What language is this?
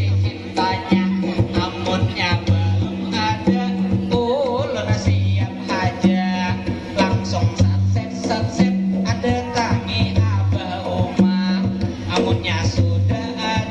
Banjar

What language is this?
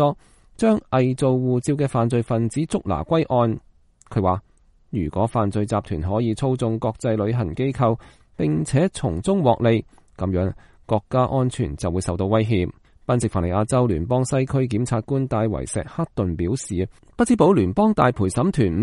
Cantonese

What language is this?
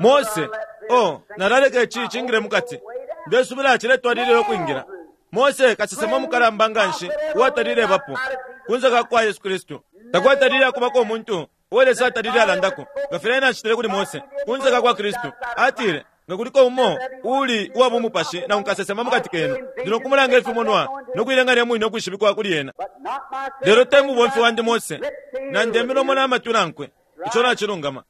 Bemba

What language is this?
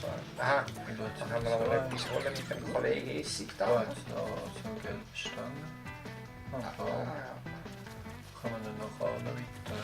Swiss German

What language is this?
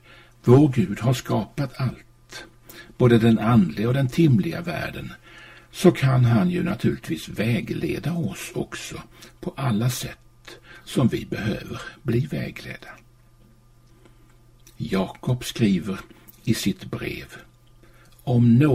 Swedish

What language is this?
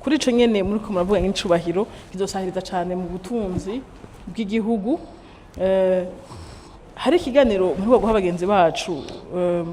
Rundi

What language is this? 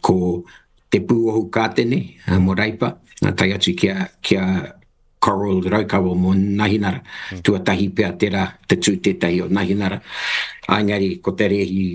Māori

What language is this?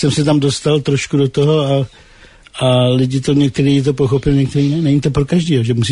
Czech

